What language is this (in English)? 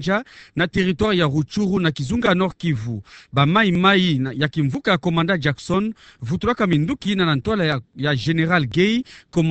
Kituba (Democratic Republic of Congo)